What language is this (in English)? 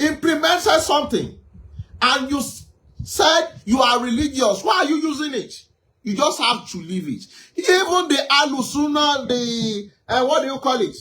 Yoruba